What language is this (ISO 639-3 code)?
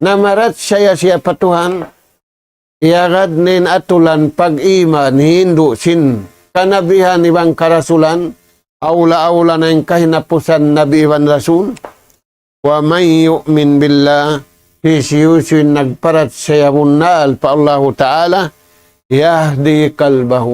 tsg